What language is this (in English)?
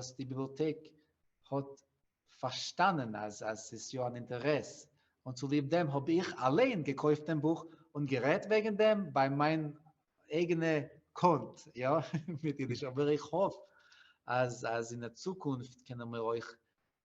Yiddish